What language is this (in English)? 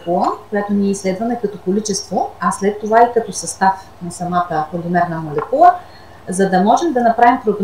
Bulgarian